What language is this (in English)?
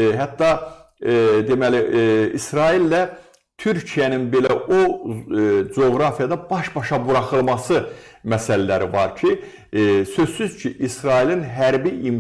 Azerbaijani